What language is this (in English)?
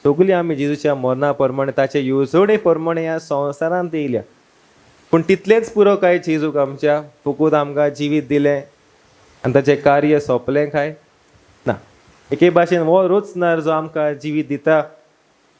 Konkani